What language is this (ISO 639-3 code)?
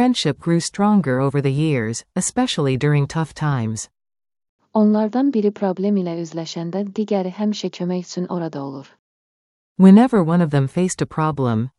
aze